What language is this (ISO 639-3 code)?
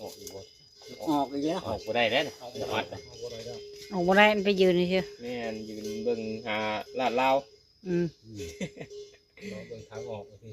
lao